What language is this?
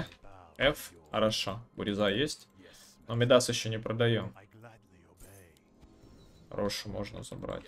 Russian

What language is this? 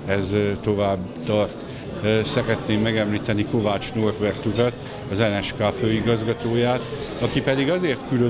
Hungarian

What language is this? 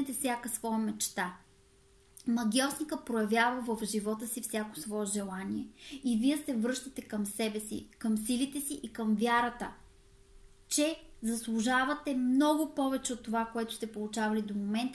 Bulgarian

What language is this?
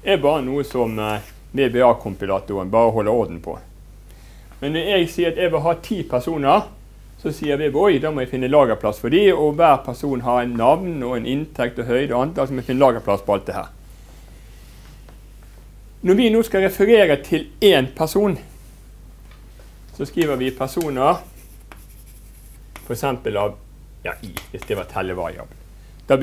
Norwegian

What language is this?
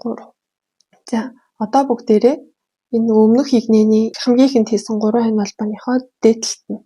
Mongolian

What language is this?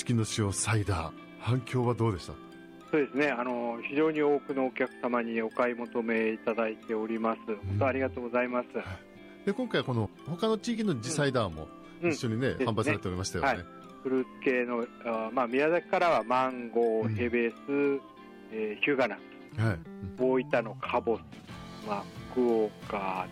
Japanese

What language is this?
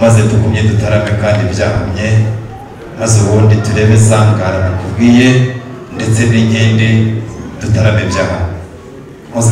Kinyarwanda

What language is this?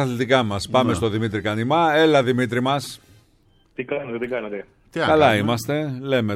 Greek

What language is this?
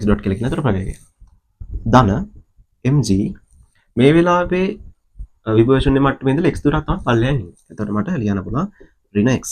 Sinhala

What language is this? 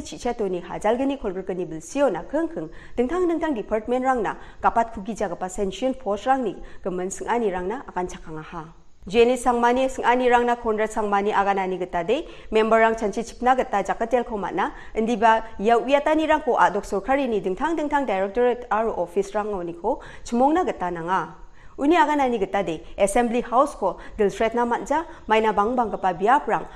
Garo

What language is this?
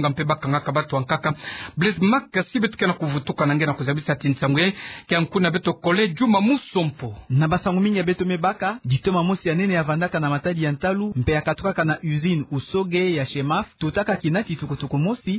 Kituba (Democratic Republic of Congo)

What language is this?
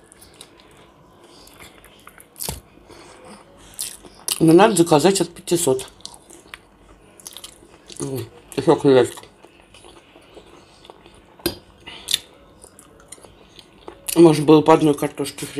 Russian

